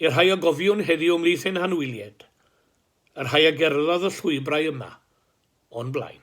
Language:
Welsh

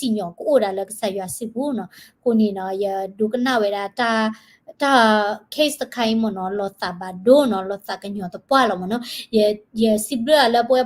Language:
S'gaw Karen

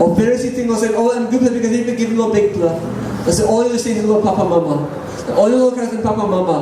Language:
Tok Pisin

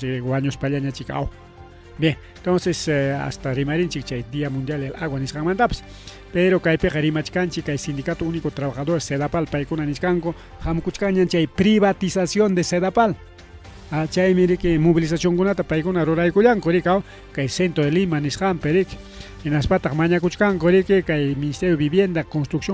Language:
Ayacucho Quechua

